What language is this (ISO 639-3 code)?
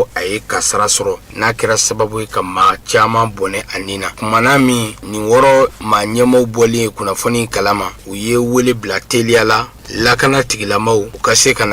bam